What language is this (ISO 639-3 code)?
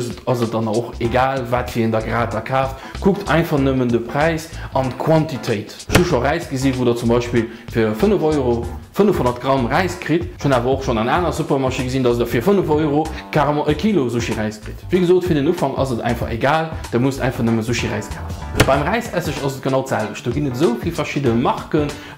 ltz